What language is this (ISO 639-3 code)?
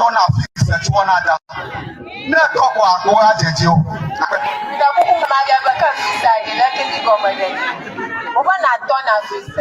ewe